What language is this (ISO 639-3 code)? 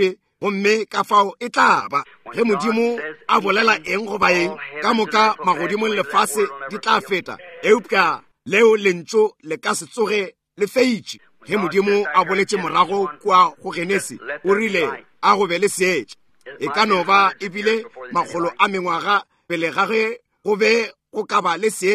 nso